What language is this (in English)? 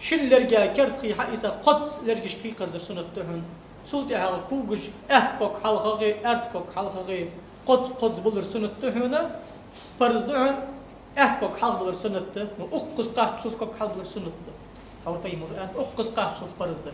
Ingush